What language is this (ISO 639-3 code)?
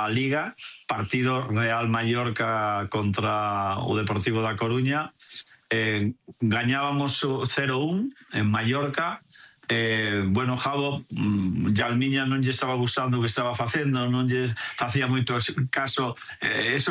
glg